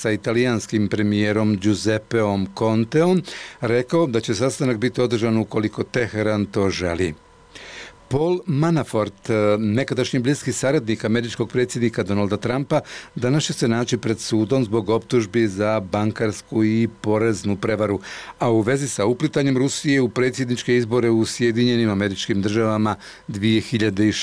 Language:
Bosnian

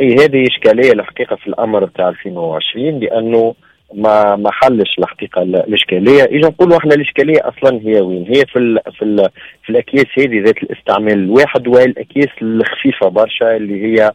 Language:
Tunisian Arabic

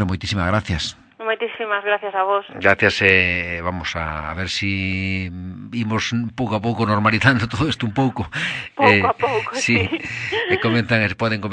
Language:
Galician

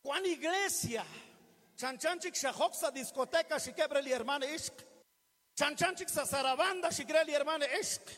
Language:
Kekchí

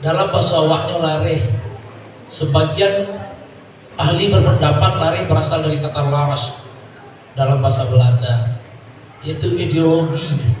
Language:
Minangkabau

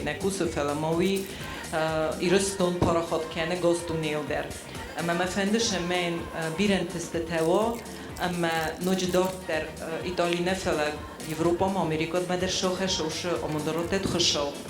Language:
Ossetic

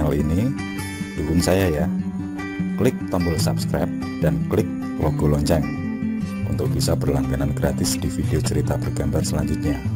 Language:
Indonesian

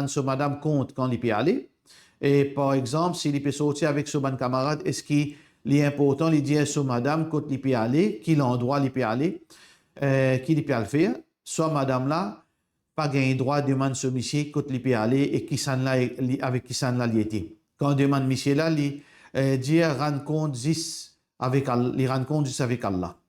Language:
Morisyen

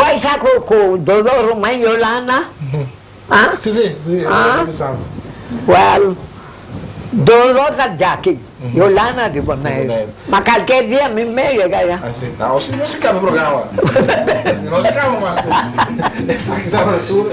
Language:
Papiamento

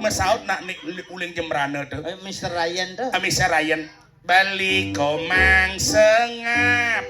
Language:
Balinese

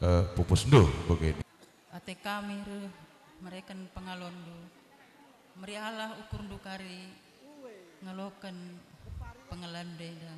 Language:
Batak Karo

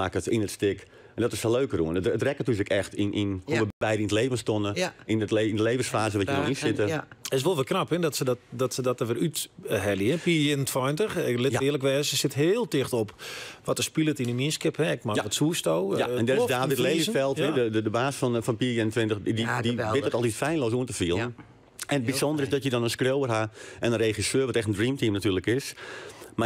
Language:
Western Frisian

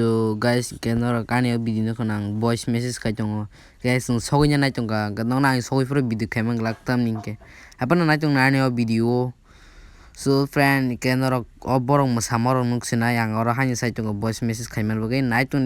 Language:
Kok Borok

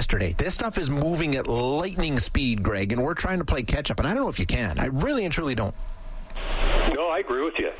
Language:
English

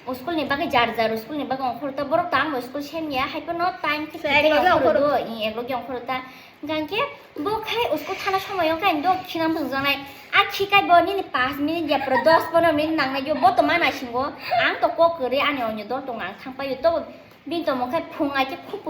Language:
Kok Borok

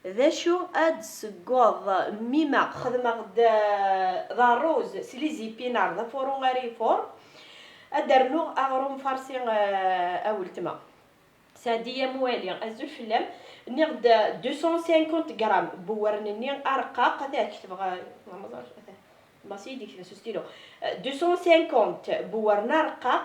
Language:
Kabyle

